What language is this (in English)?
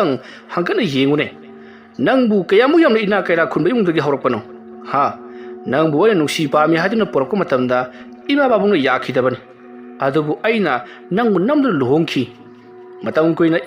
Manipuri